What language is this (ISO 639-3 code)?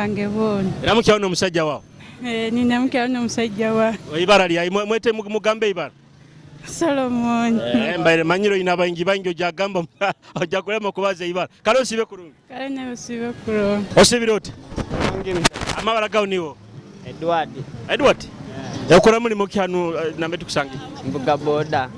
nyo